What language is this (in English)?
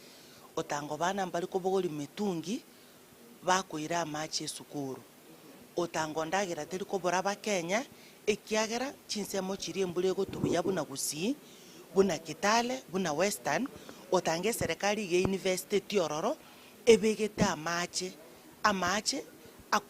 Gusii